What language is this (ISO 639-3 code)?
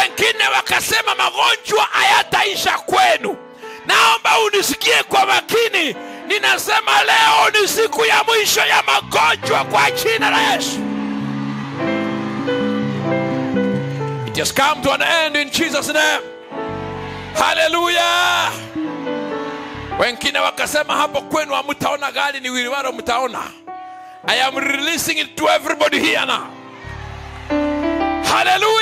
swa